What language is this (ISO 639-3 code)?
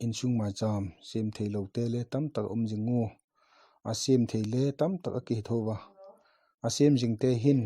vap